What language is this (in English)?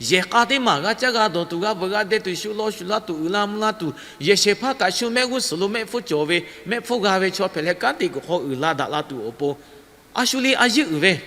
Lahu